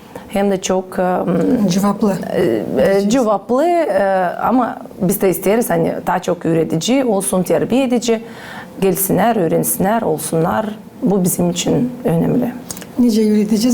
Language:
Gagauz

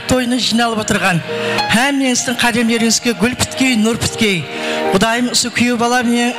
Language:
Kara-Kalpak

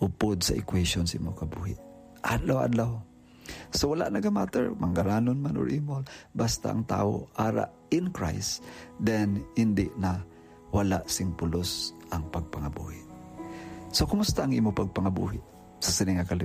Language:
Hiligaynon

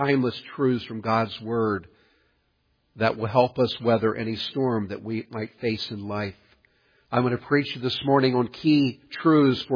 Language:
English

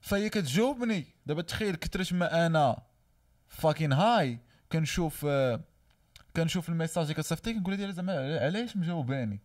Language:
Moroccan Arabic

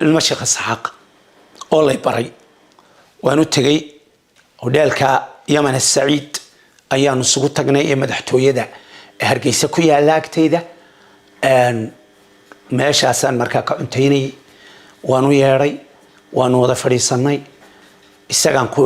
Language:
Somali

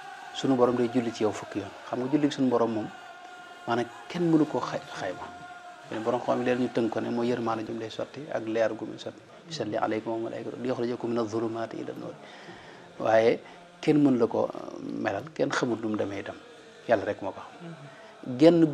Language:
Wolof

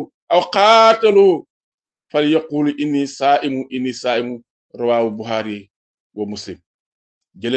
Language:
Wolof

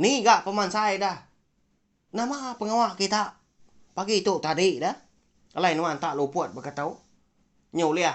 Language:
Iban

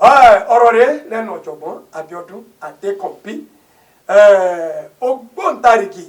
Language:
Yoruba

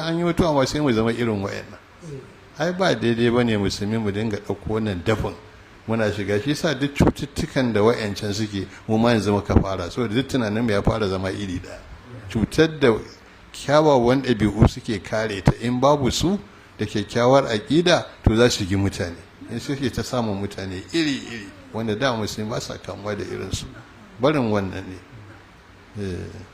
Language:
Hausa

